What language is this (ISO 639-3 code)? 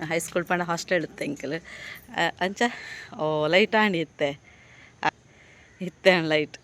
tcy